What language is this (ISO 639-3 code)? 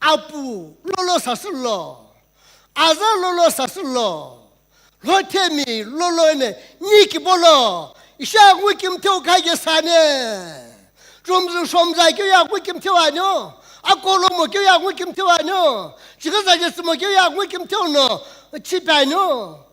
nsm